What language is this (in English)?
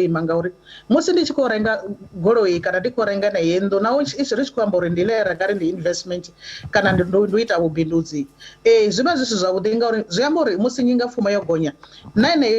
Venda